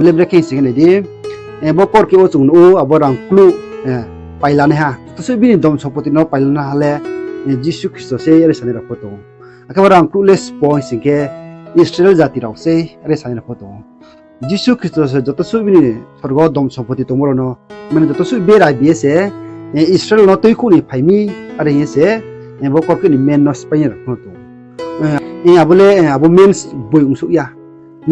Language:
Riang (India)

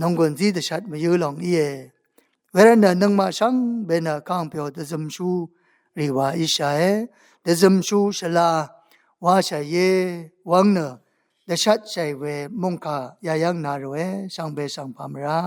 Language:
Rawang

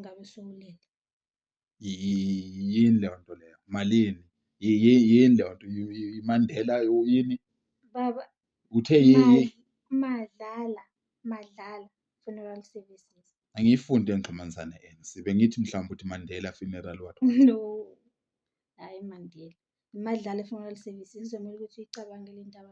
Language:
Zulu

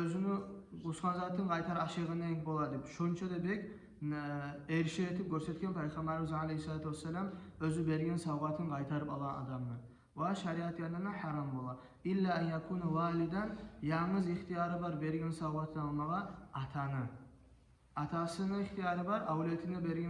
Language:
Kumyk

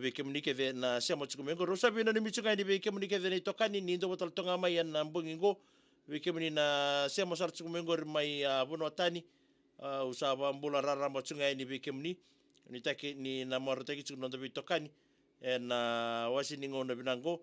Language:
Fijian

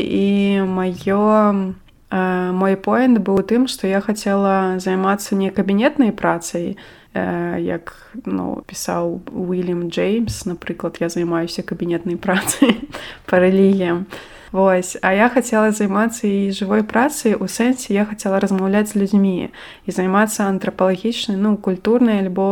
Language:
Belarusian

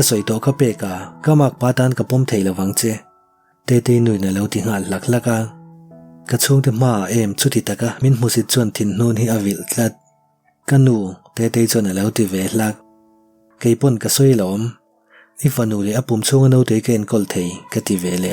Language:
Mizo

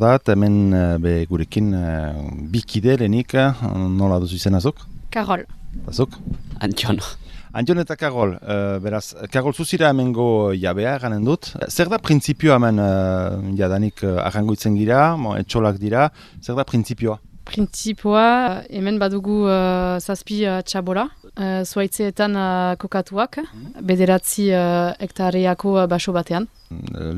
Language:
Basque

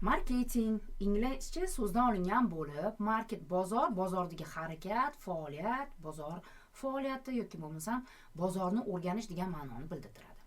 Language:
Uzbek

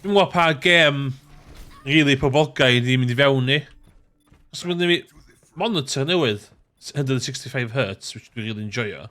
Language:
Welsh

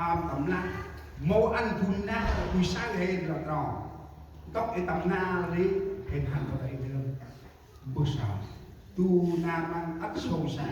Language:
Central Mnong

